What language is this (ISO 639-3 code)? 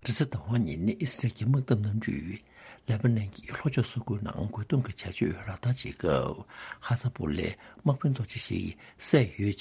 bod